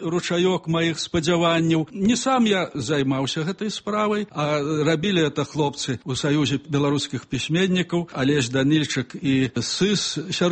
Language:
Belarusian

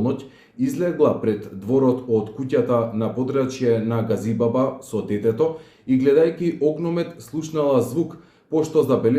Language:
Macedonian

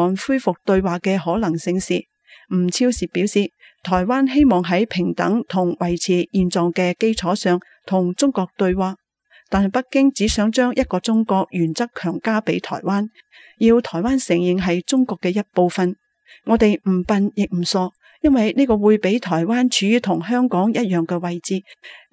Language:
Cantonese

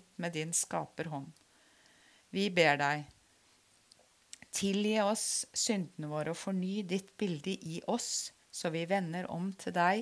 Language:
Norwegian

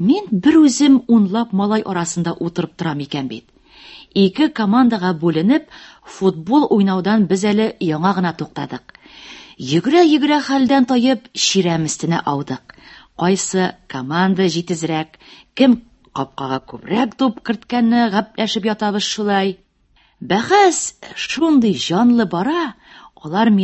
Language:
Tatar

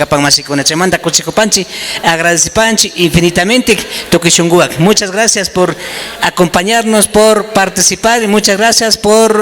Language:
Imbabura Highland Quichua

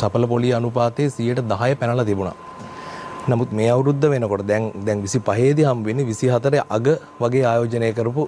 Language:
Sinhala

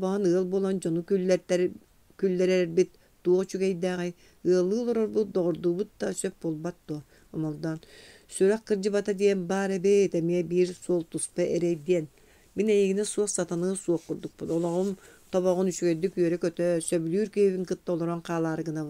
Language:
Yakut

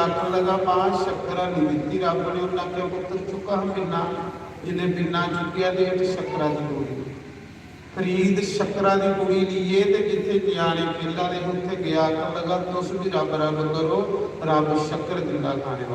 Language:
Dogri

